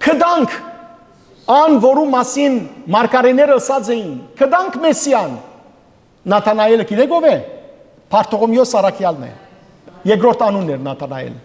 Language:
Western Armenian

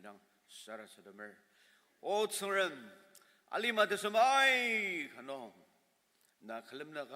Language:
Ao Naga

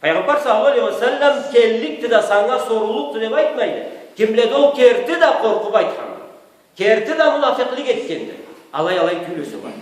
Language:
Karachay-Balkar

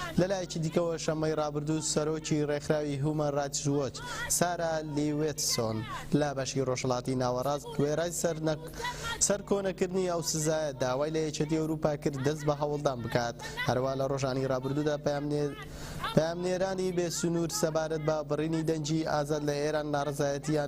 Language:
Central Kurdish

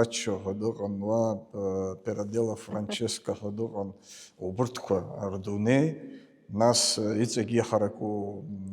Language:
Abkhazian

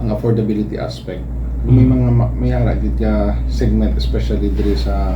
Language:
Hiligaynon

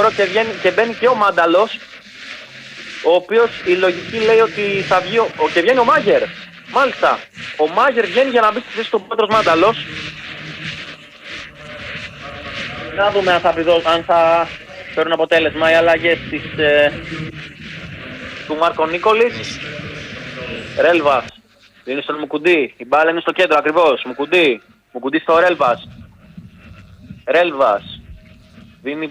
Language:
Greek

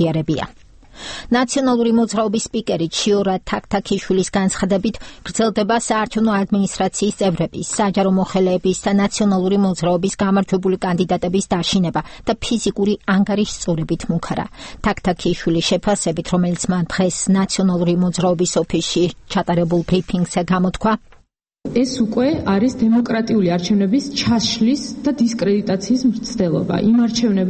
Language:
Georgian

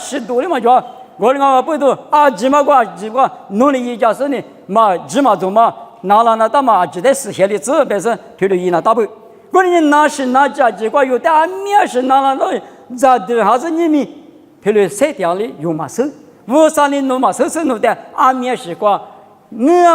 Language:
Lisu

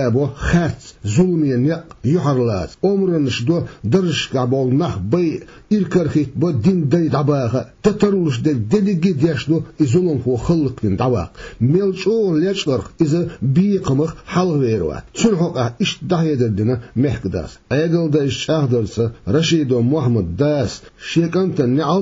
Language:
Chechen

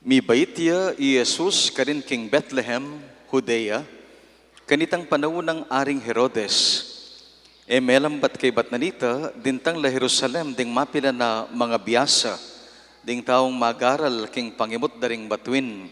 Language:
Pampanga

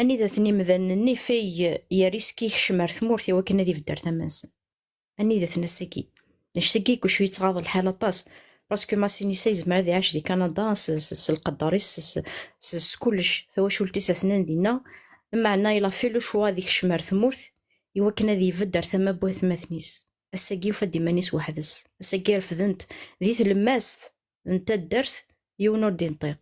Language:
Kabyle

